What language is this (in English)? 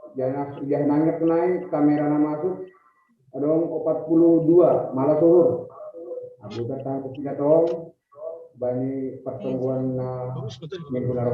Batak Simalungun